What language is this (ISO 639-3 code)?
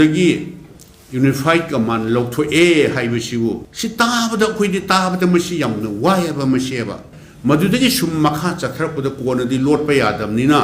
mni